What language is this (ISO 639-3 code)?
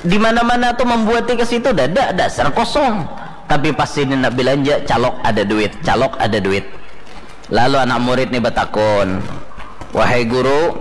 bjn